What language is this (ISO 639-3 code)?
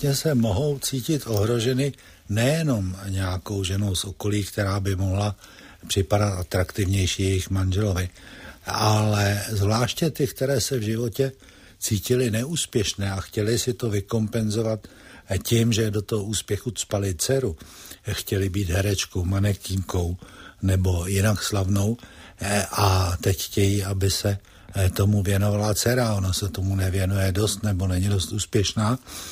ces